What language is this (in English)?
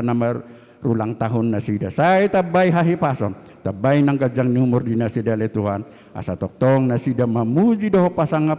Batak Toba